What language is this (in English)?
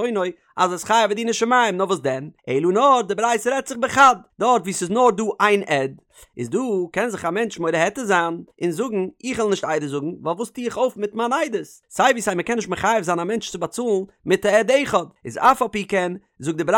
Yiddish